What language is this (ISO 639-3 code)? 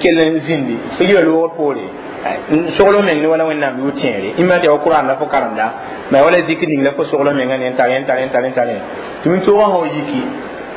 mos